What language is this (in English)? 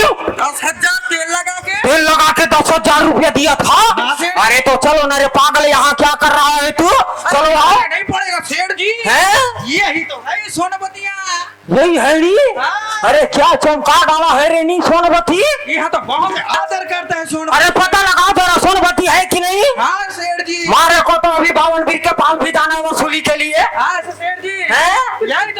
Chhattisgarhi